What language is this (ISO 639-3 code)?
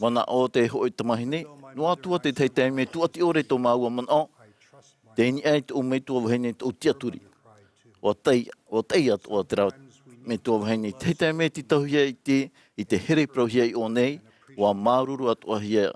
tah